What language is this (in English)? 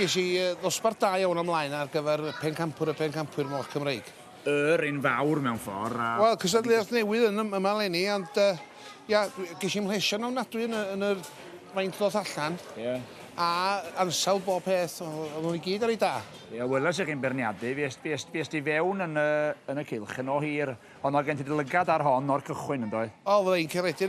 Welsh